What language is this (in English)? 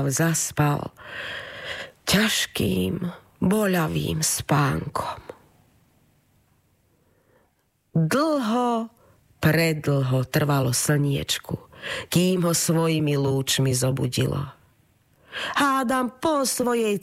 Slovak